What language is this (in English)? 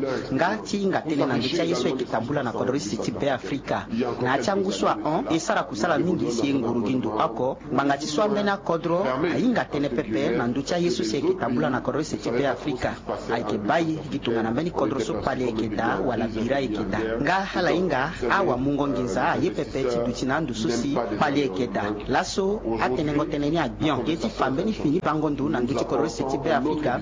Sango